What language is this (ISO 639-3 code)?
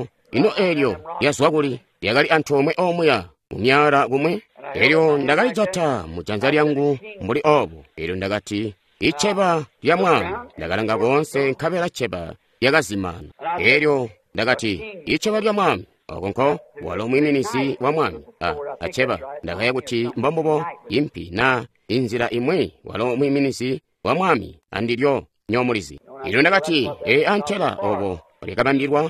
toi